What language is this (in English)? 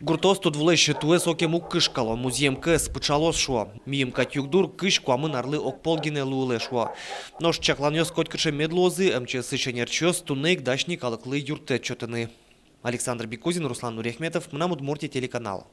Udmurt